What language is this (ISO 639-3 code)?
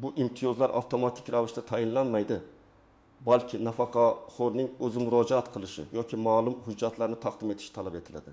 uzb